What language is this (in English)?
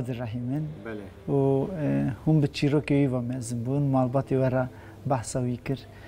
Kurdish